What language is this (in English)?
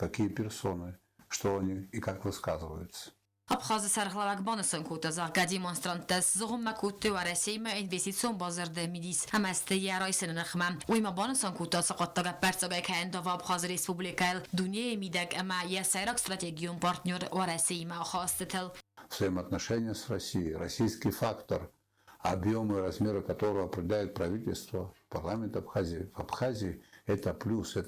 Ossetic